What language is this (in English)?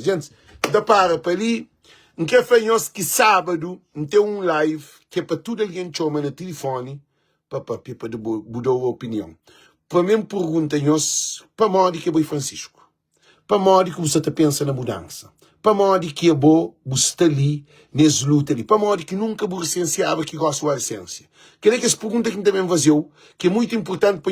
Kabuverdianu